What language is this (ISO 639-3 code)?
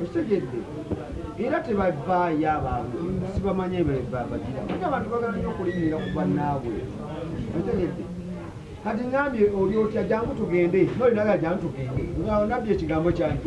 lug